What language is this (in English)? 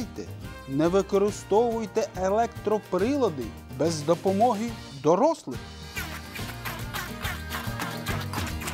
Ukrainian